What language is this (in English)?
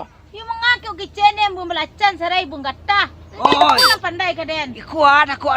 Minangkabau